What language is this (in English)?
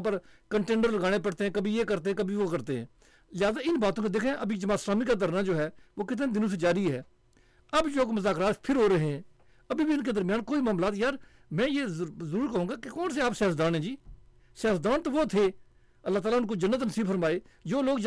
Urdu